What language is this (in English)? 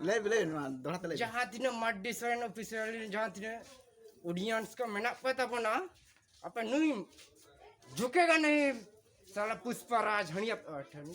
Santali